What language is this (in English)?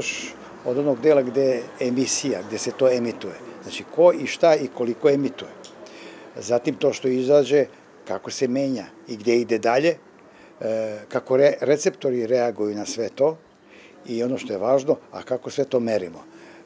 Serbian